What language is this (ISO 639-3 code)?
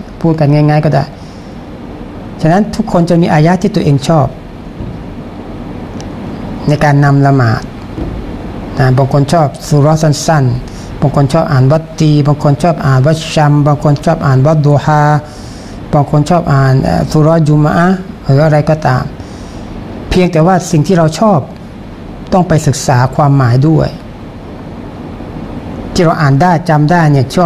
tha